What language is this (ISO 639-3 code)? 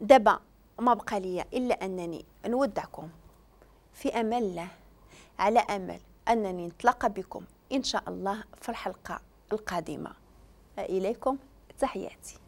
ary